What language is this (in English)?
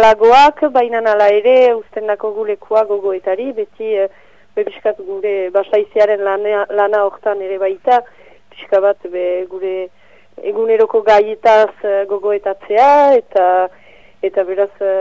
Basque